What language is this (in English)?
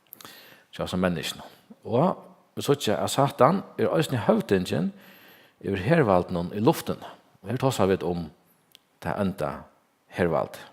Faroese